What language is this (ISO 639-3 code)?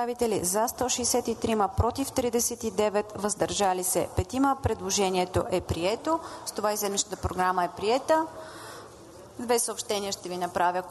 bul